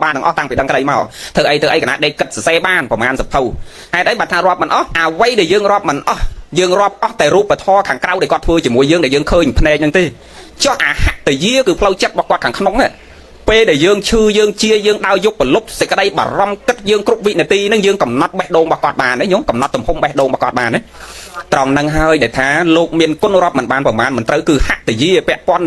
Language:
Khmer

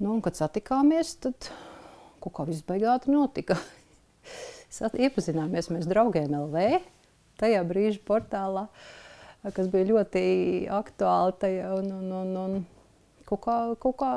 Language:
Latvian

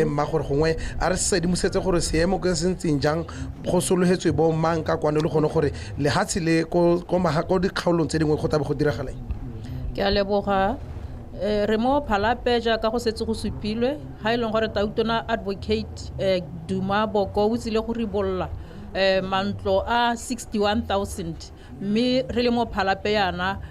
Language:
Tswana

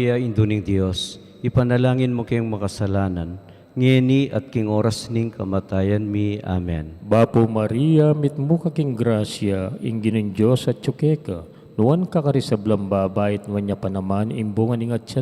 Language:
Pampanga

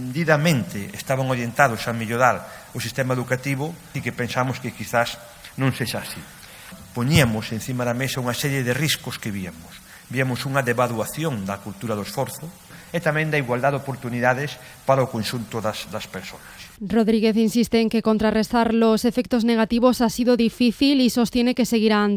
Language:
Galician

